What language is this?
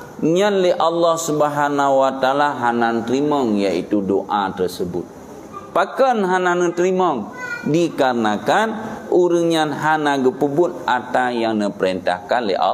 Achinese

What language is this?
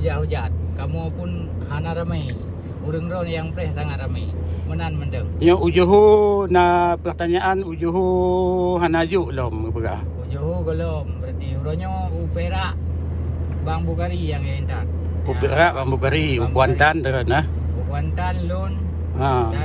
Achinese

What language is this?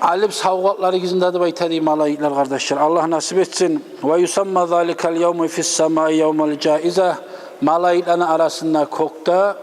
Kumyk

